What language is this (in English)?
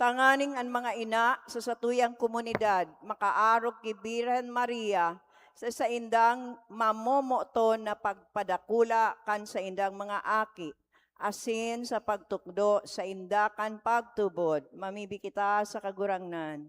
Bikol